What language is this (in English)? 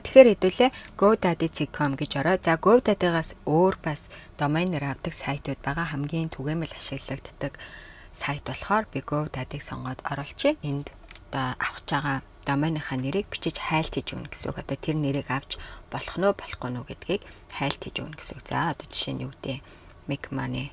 Mongolian